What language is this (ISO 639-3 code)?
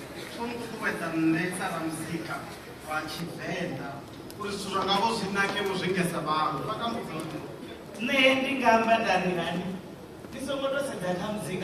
ven